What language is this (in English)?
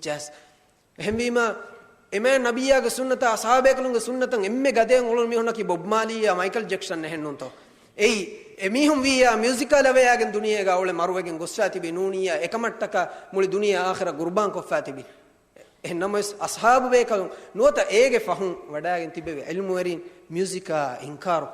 Divehi